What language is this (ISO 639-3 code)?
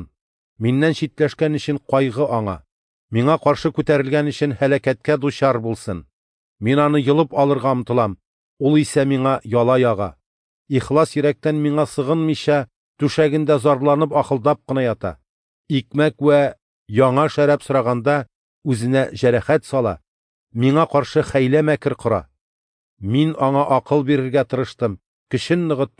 tat